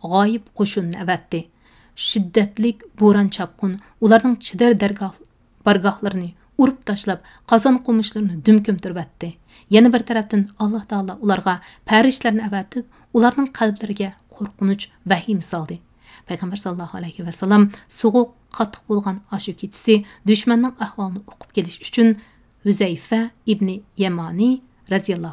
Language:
Uyghur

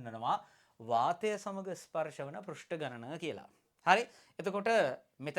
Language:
Sinhala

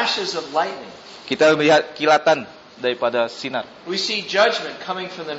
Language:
Indonesian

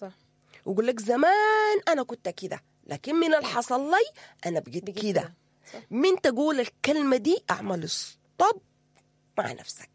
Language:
Sudanese Arabic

